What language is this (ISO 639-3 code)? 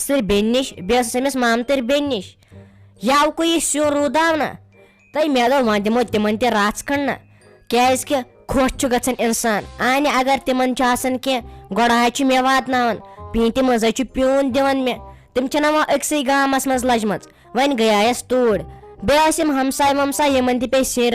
kas